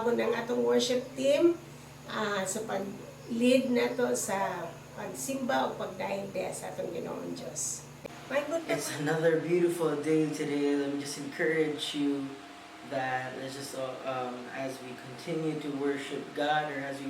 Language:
Cebuano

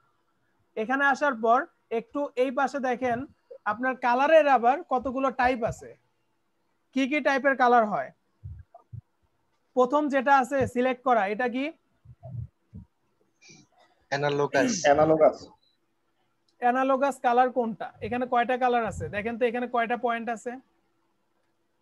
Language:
Bangla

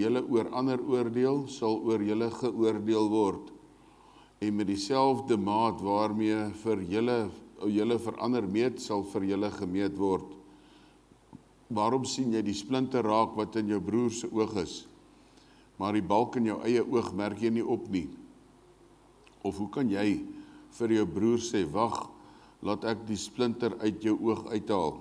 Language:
Afrikaans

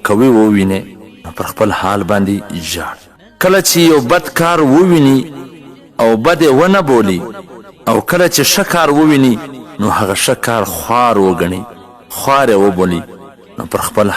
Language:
Pashto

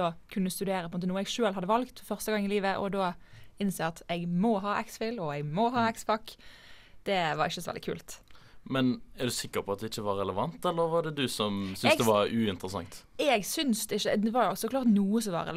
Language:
Norwegian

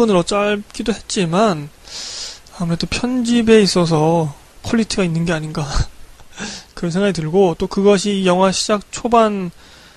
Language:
Korean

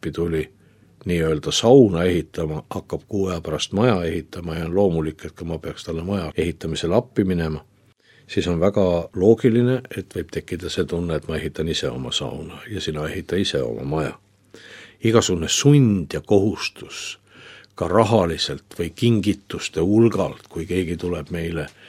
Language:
Estonian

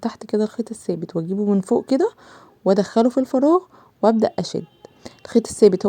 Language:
Egyptian Arabic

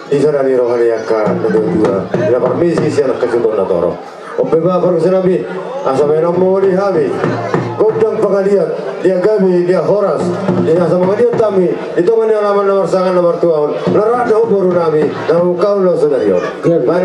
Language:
Batak Toba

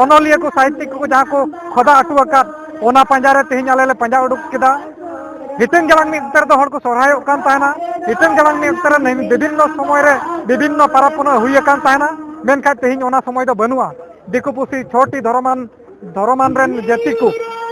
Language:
Santali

